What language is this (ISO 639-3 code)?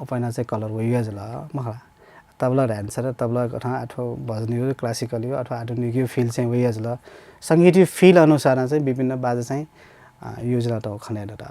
new